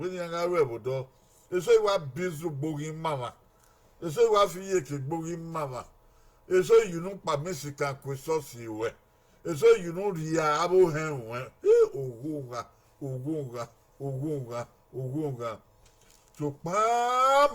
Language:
Bini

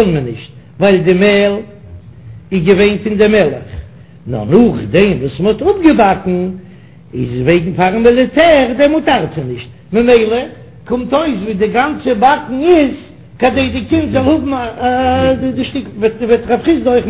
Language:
Yiddish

